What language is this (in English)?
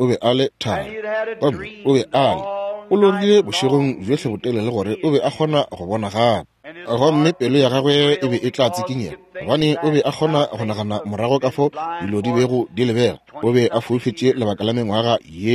Northern Sotho